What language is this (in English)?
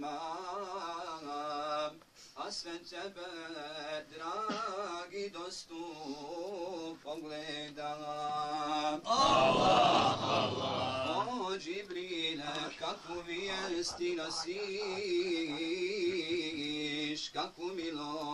Bosnian